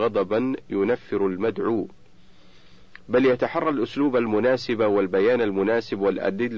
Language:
Arabic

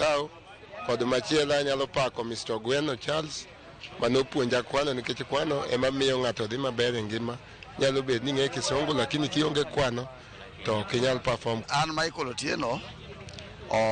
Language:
Luo (Kenya and Tanzania)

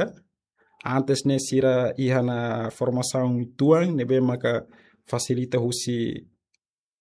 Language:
Tetum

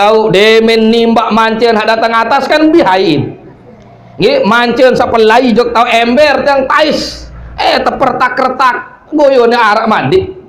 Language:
Sasak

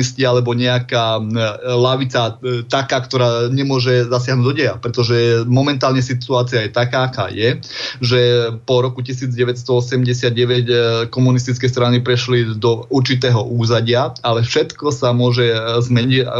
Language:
Slovak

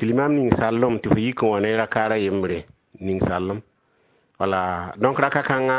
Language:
Mossi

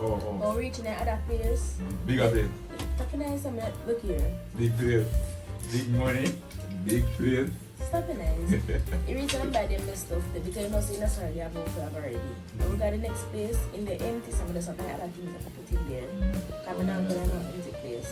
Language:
Jamaican Creole English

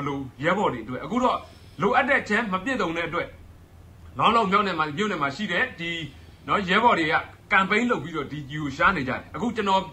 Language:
Burmese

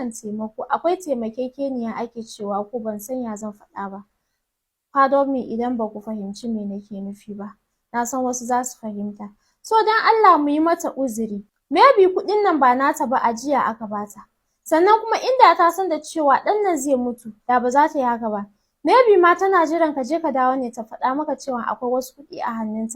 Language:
Hausa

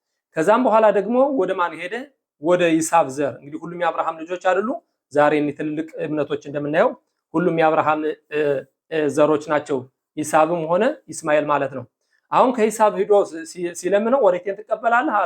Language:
Amharic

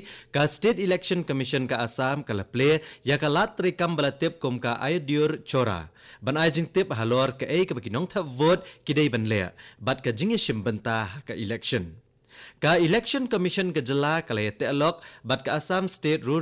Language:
Khasi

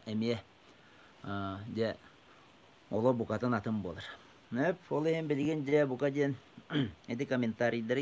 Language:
Yakut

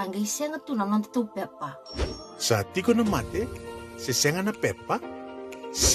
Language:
Fijian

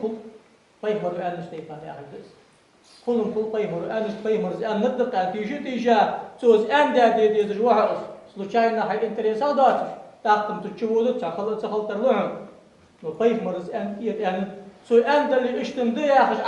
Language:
Ingush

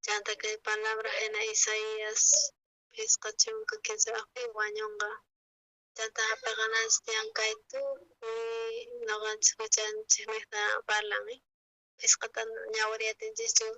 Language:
South Bolivian Quechua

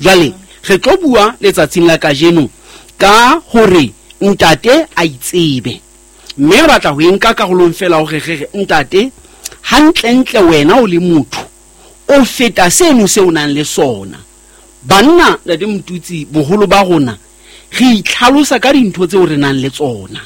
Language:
Southern Sotho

